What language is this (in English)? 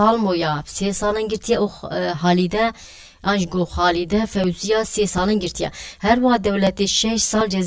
Kurdish